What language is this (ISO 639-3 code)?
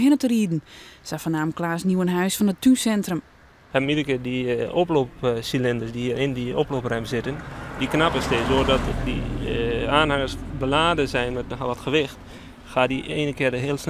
fry